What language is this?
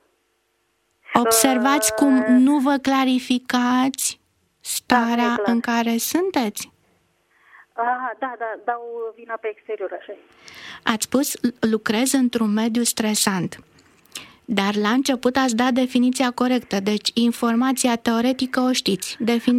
Romanian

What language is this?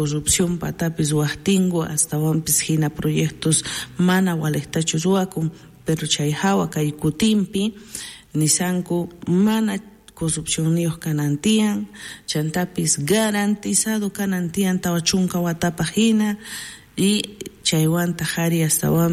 South Bolivian Quechua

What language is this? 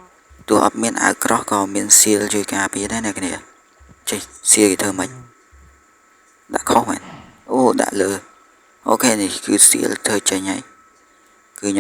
Khmer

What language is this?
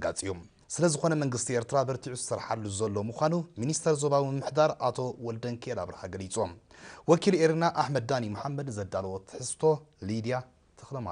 Tigrinya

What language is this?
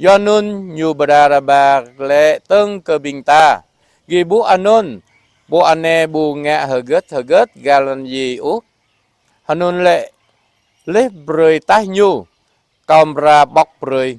Jarai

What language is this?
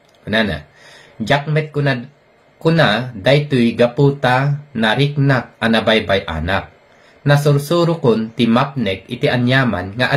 Iloko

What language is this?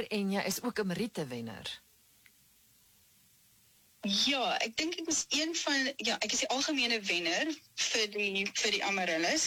Afrikaans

